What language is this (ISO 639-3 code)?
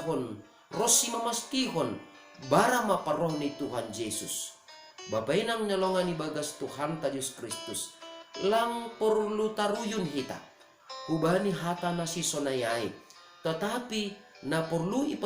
bts